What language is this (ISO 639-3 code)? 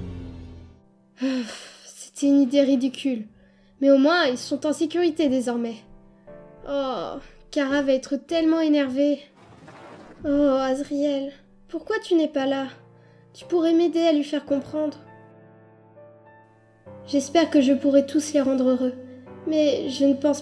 fra